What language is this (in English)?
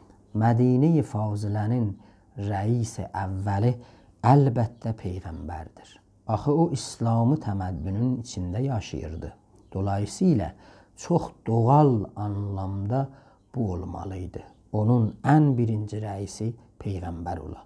South Azerbaijani